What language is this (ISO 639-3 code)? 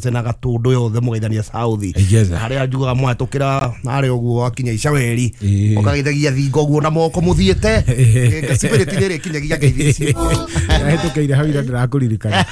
kik